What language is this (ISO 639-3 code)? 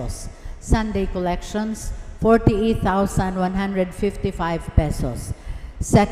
bik